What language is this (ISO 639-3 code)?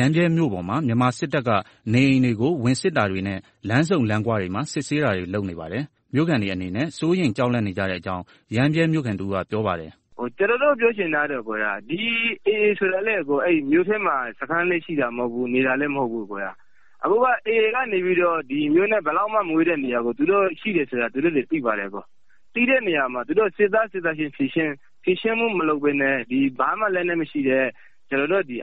mya